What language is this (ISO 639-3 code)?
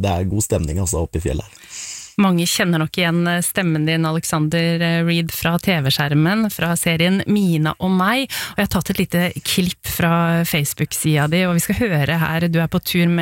nor